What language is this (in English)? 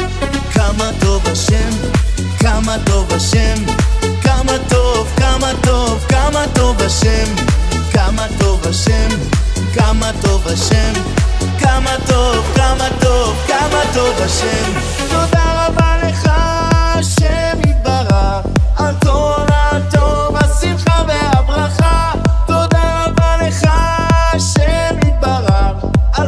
Hebrew